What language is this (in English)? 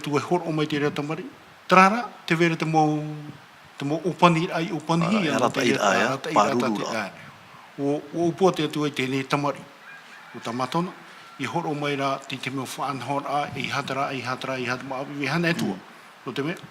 Tahitian